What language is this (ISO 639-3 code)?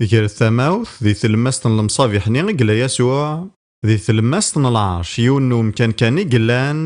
kab